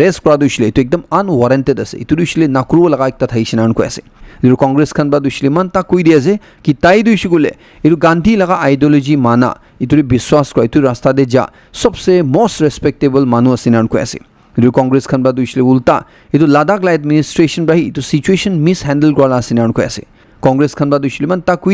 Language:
Naga Pidgin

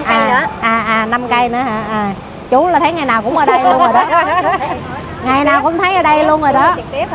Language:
Vietnamese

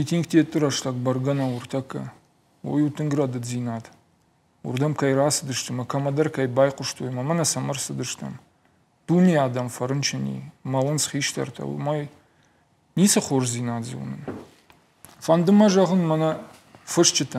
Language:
Ossetic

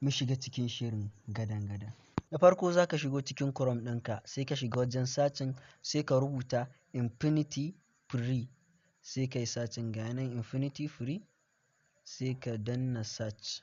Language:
Hausa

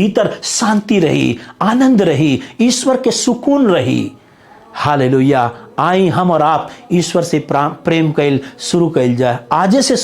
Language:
Bhojpuri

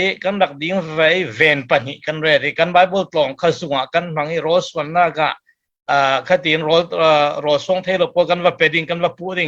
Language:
Falam Chin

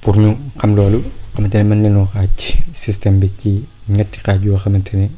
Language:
Wolof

